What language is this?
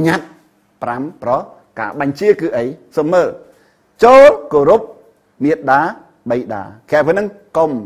Khmer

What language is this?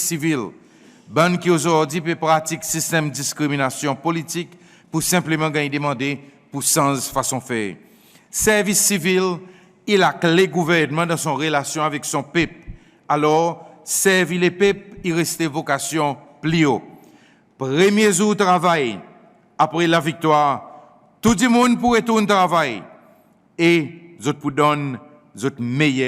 Seselwa Creole French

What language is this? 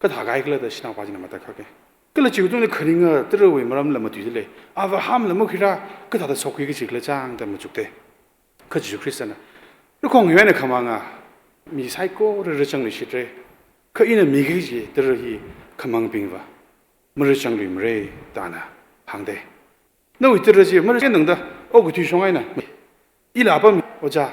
Tangkhul Naga (India)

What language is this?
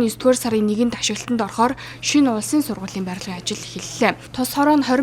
Mongolian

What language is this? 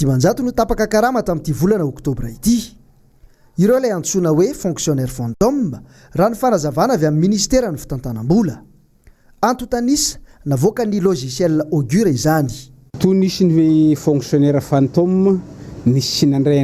Malagasy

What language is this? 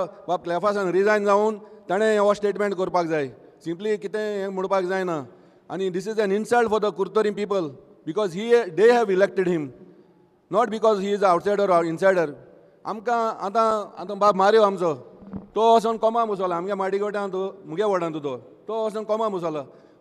Konkani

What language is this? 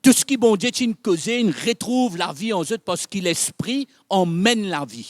Morisyen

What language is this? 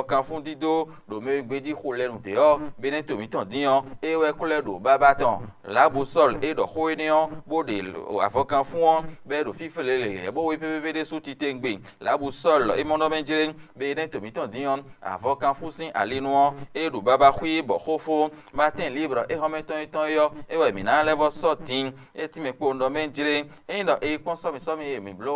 Fon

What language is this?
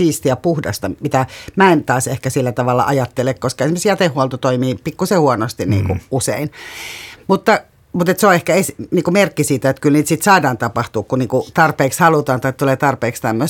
Finnish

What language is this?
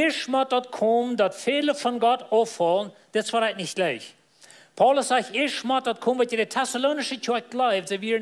Plautdietsch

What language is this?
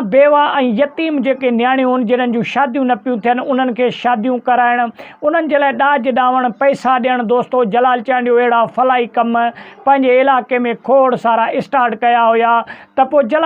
Sindhi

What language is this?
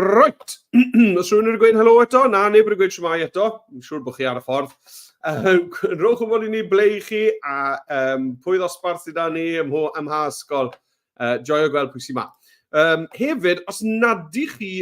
Welsh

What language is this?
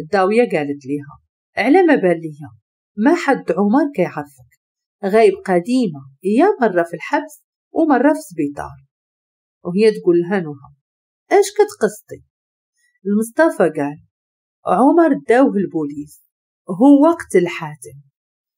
Moroccan Arabic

